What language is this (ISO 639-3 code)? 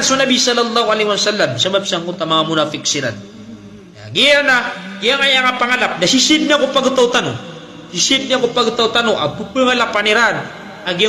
mrw